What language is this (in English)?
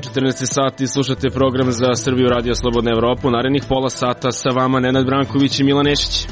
Serbian